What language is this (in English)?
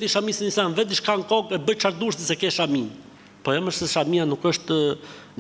Albanian